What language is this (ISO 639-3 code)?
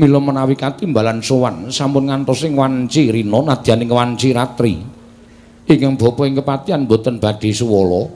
jav